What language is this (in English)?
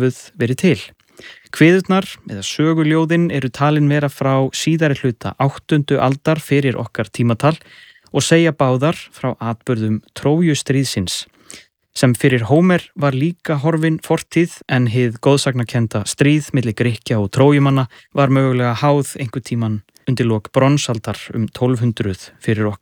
Icelandic